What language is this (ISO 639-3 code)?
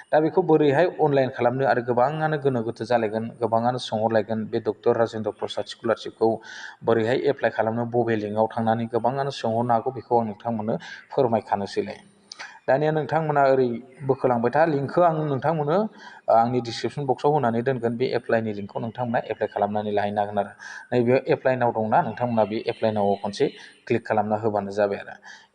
brx